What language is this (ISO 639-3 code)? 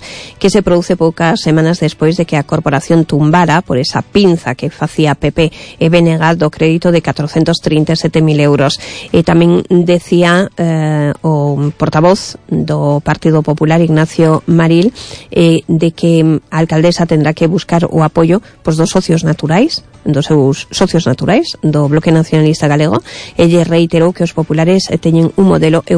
glg